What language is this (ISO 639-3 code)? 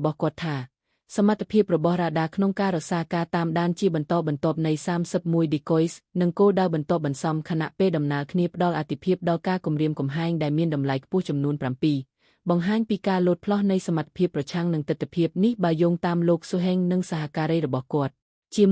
khm